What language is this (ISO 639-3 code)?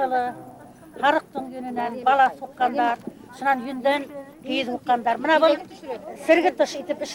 bak